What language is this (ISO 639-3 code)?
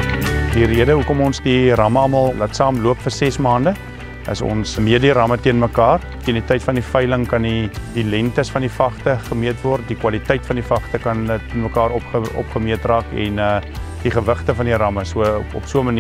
afr